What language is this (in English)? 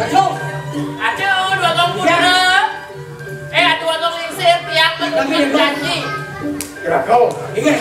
Balinese